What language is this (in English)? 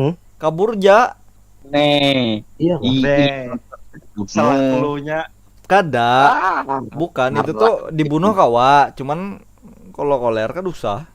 Banjar